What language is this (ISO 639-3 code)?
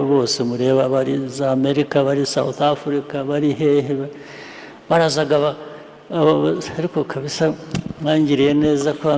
run